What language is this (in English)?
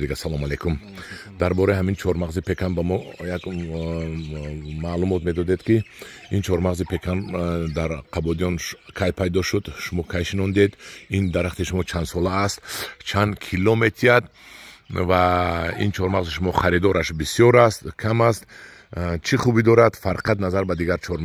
Tajik